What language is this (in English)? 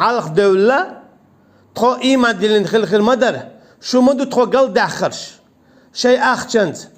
Chechen